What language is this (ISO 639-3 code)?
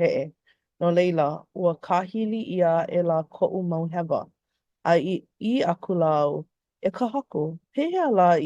haw